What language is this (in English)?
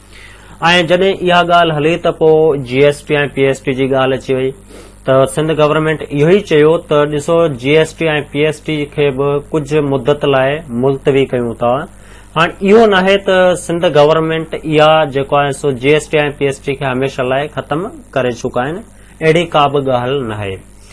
Sindhi